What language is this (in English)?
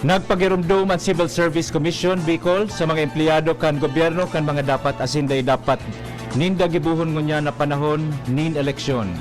Bikol